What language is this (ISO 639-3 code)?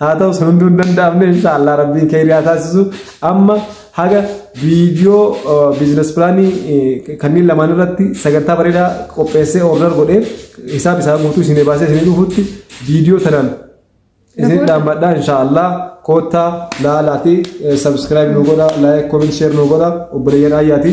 orm